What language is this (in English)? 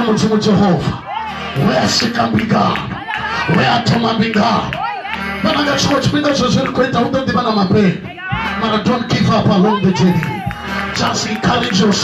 Venda